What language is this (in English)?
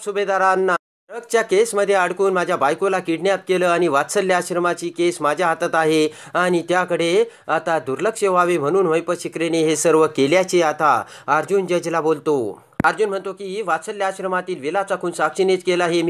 Marathi